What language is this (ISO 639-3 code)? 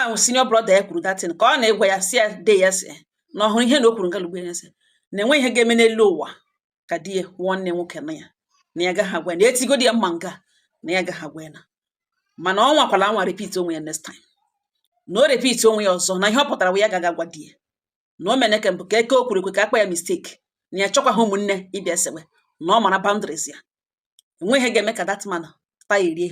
ibo